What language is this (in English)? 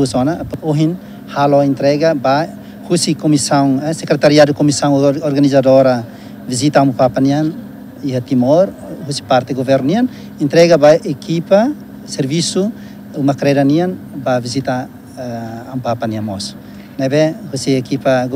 Tetum